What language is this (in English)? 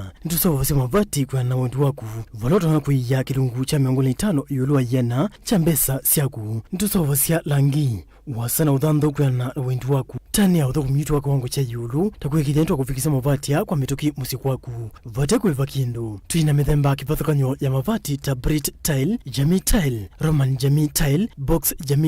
Kamba